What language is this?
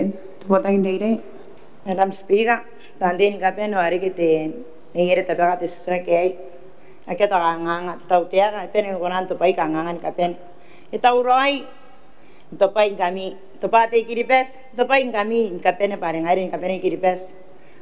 Gilbertese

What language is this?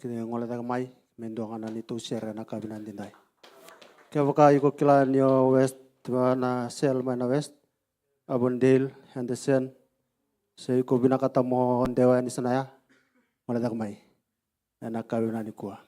Fijian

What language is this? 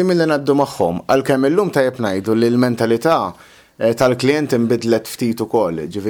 Maltese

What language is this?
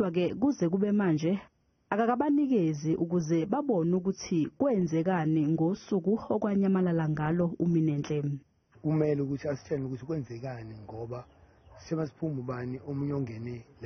Zulu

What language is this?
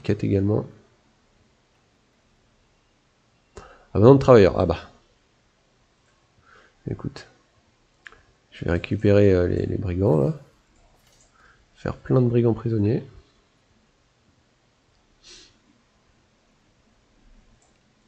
French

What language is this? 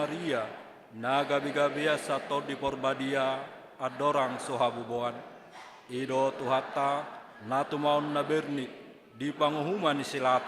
Batak Toba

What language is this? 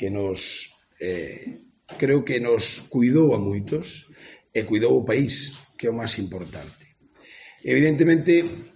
Galician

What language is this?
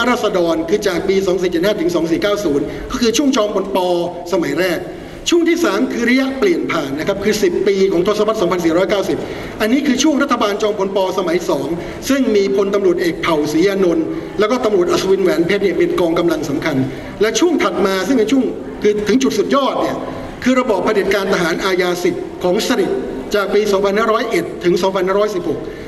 Thai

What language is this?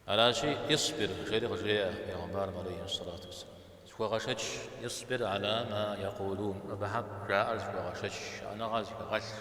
Kabardian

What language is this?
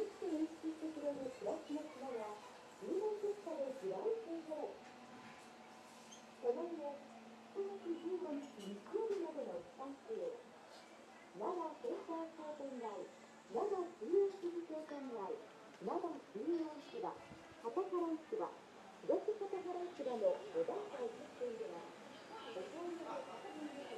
Japanese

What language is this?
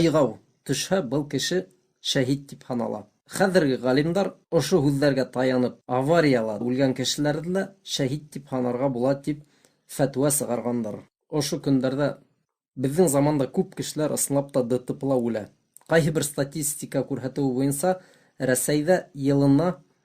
Bashkir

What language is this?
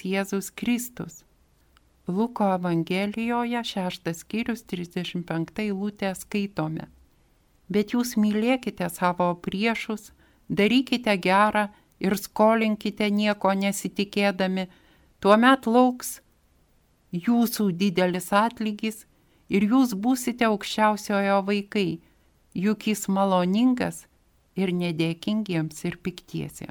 Lithuanian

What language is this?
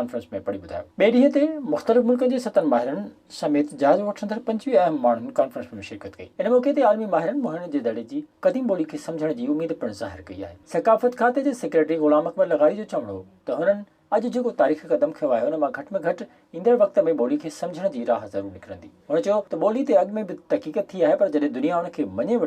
Sindhi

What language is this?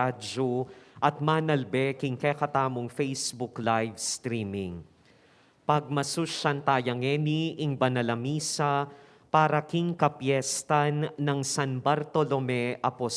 Pampanga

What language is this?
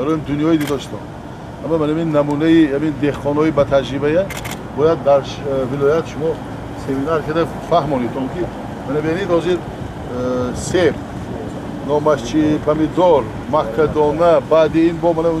Tajik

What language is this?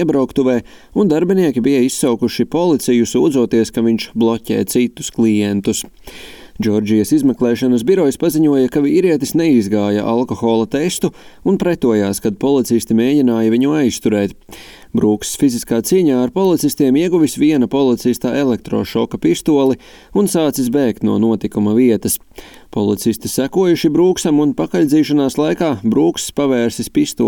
Latvian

